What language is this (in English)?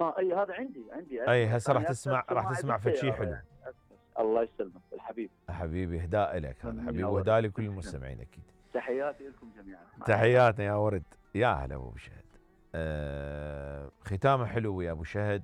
Mesopotamian Arabic